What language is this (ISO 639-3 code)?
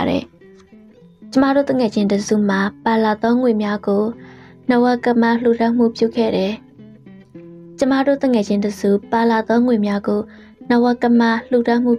mya